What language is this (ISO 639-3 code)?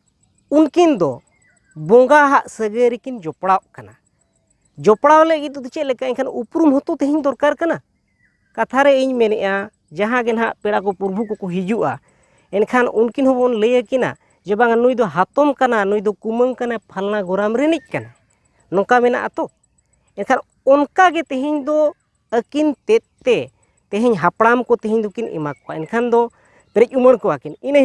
sat